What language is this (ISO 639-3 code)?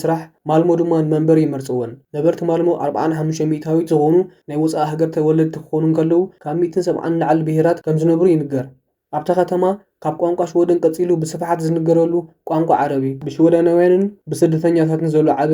tir